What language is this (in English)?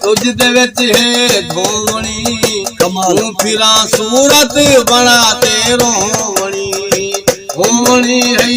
Saraiki